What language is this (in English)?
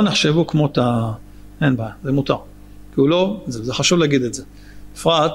Hebrew